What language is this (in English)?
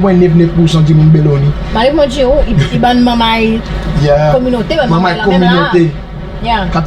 Seselwa Creole French